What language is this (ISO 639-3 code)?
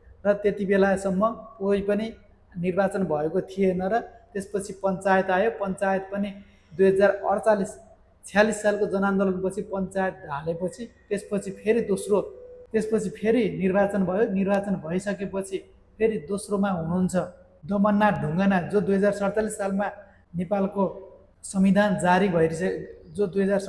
nep